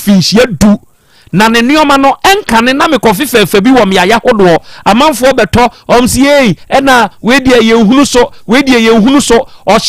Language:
Akan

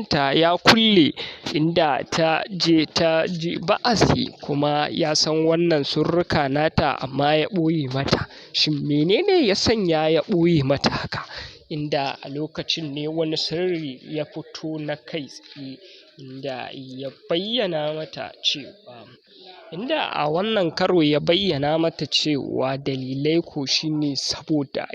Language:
Hausa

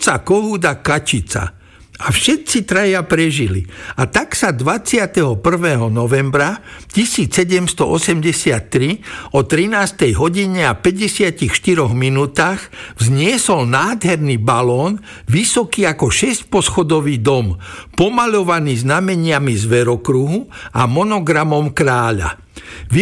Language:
Slovak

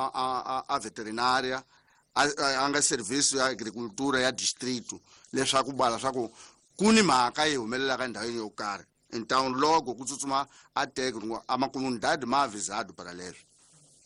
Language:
Tsonga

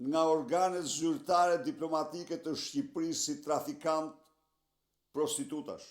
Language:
Albanian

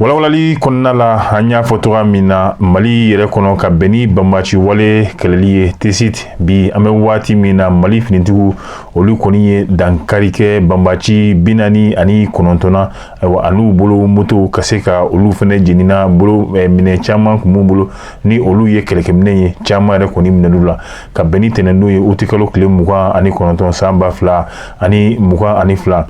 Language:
Bambara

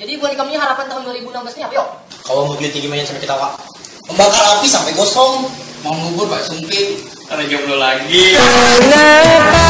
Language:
Banjar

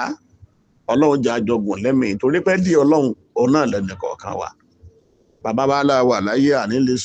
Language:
Yoruba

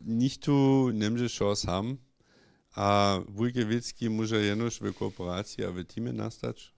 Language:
Upper Sorbian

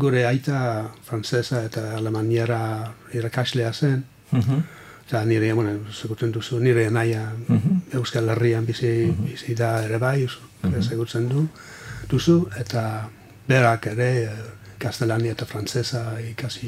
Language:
Basque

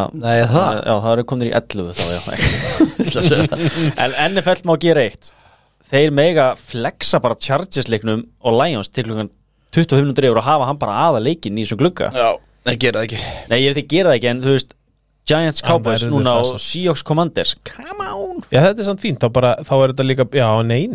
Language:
Icelandic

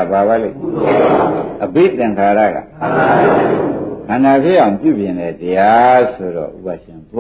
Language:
Burmese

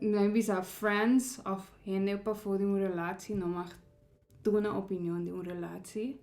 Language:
Papiamento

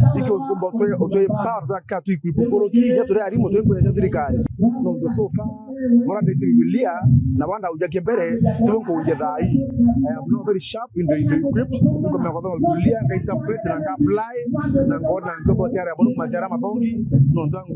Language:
Meru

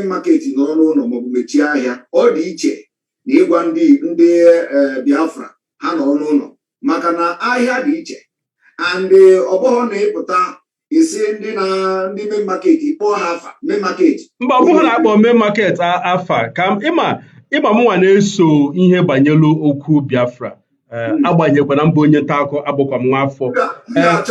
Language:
Igbo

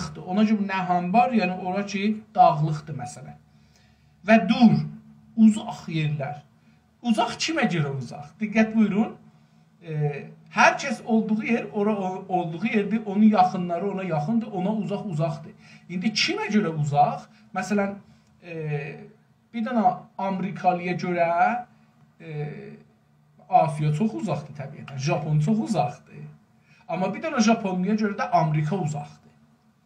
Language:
South Azerbaijani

